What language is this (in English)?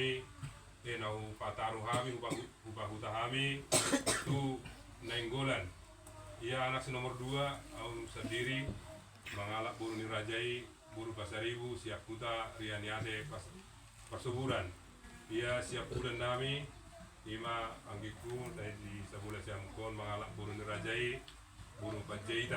Batak Toba